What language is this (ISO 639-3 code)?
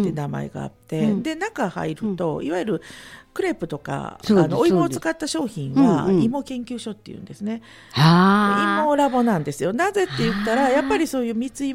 jpn